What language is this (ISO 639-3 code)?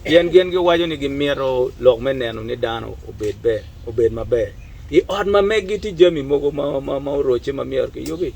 ach